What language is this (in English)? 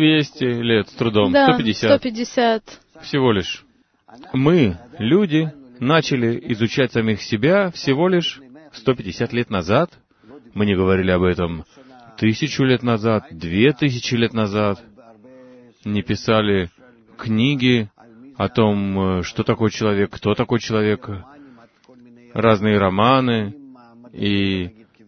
Russian